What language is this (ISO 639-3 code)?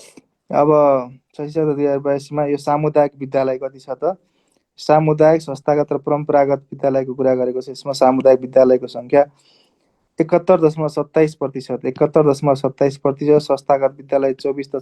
nep